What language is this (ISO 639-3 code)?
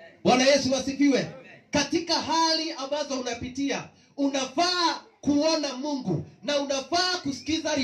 kik